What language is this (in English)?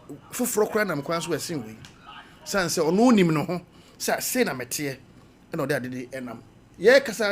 Akan